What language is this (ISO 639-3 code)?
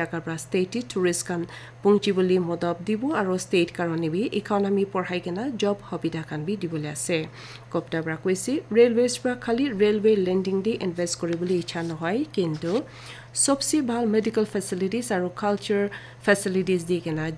nag